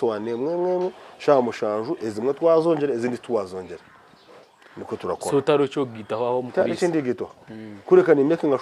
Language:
Nyankole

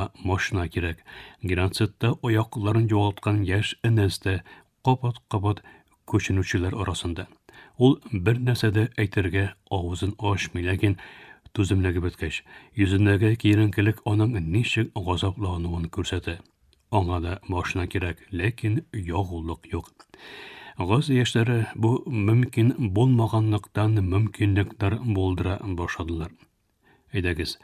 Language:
Tatar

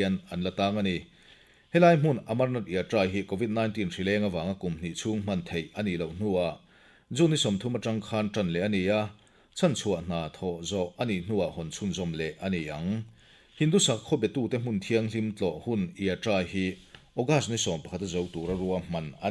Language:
Mizo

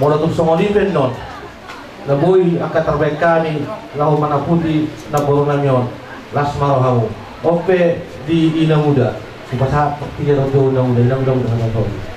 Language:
Batak Toba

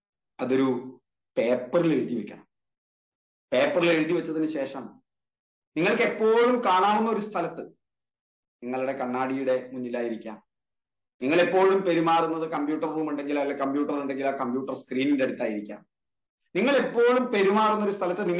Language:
Malayalam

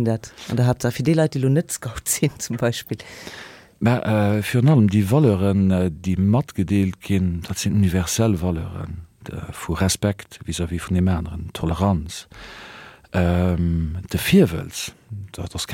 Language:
Luxembourgish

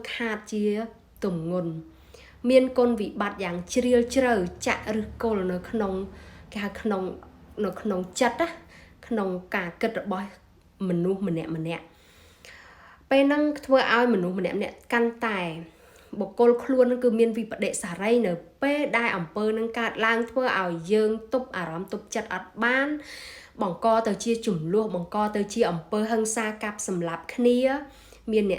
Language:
Khmer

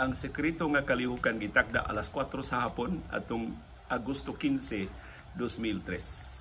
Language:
Cebuano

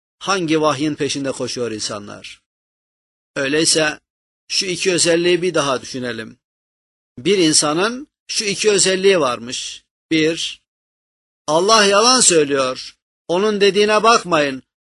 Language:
Turkish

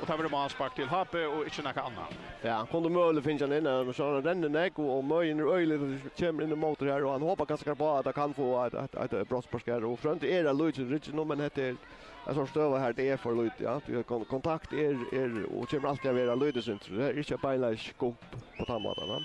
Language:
Faroese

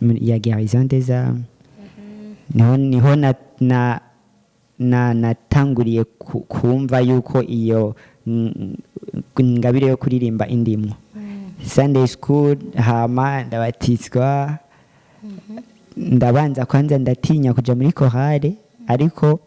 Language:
Rundi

